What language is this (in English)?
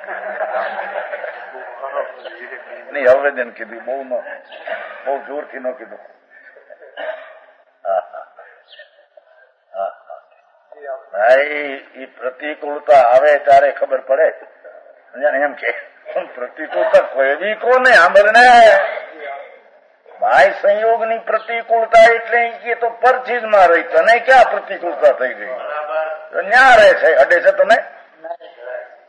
Gujarati